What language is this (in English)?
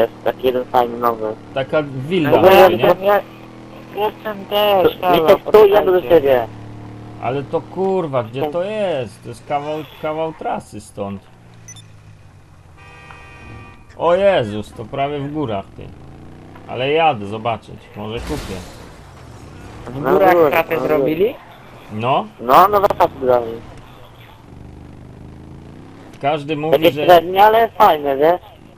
Polish